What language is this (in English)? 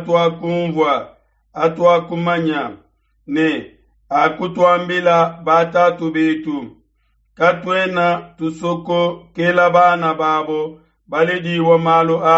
Luba-Lulua